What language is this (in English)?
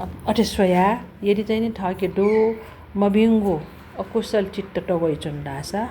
Newari